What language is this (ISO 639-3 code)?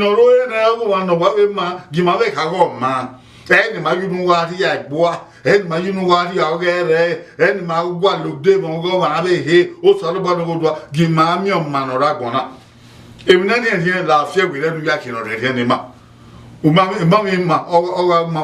bin